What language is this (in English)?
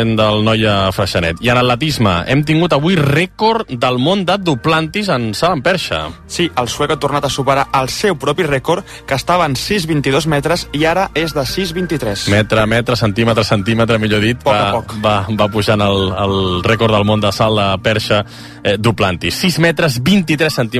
Catalan